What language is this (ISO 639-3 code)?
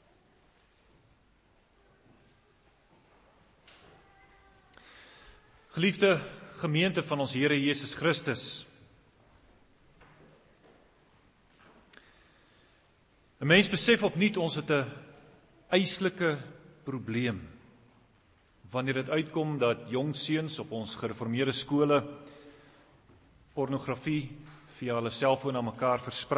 afr